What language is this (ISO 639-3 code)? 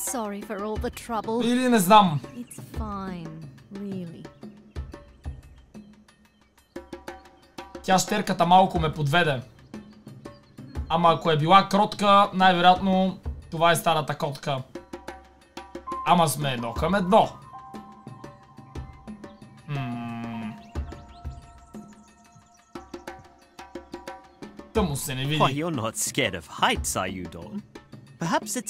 bul